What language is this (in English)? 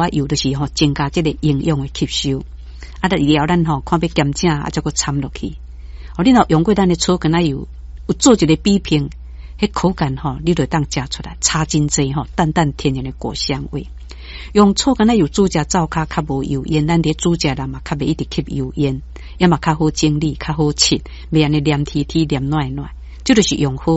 Min Nan Chinese